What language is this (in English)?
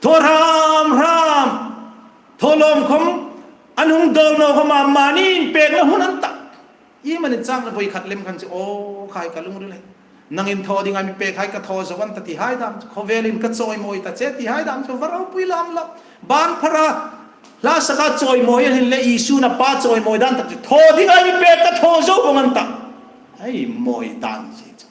Hmar